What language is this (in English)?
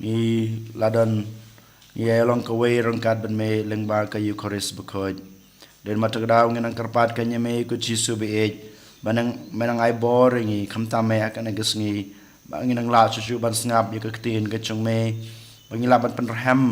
Khasi